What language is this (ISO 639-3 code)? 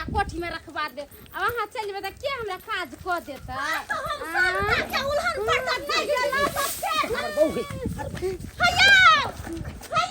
mai